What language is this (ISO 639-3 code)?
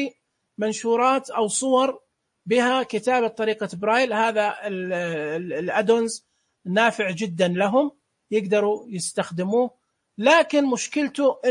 ars